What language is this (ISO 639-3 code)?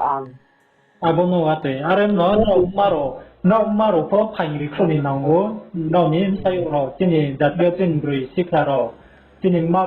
ria